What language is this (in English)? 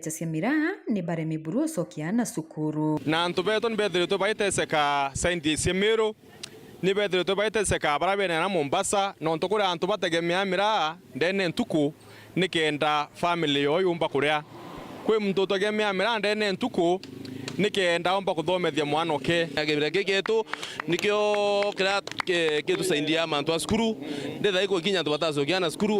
Meru